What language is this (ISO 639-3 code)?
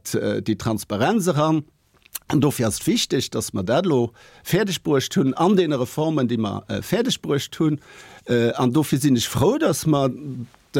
ltz